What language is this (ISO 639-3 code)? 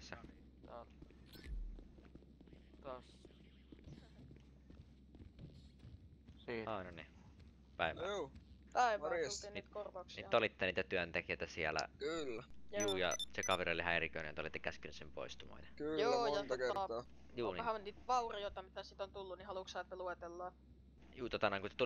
fin